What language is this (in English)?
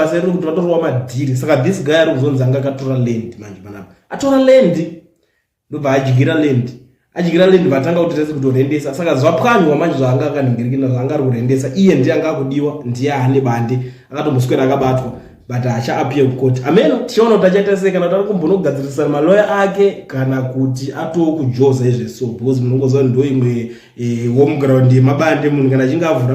Shona